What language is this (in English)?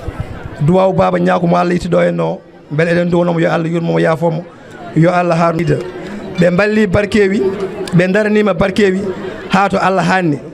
Fula